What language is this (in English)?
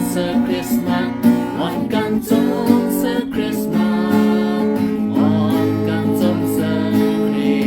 Shan